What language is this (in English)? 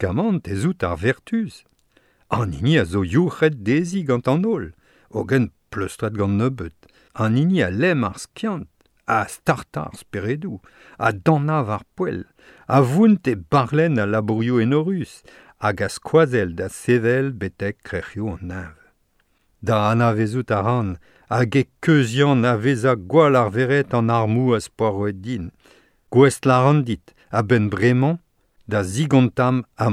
Breton